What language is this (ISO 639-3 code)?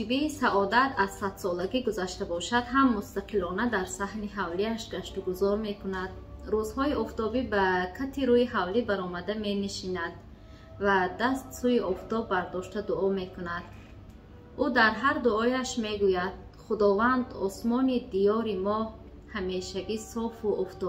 tgk